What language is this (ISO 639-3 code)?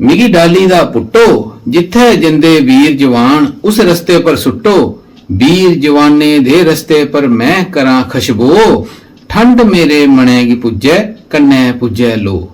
doi